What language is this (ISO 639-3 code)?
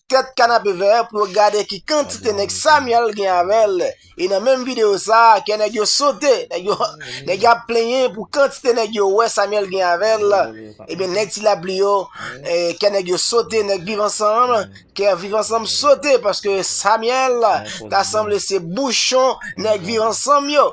hat